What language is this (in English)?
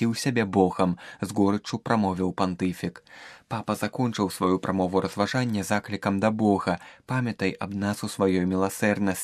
Belarusian